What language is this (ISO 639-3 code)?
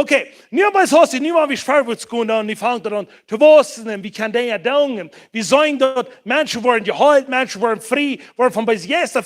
pdt